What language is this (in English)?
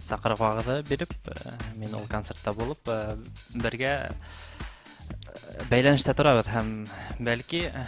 Bashkir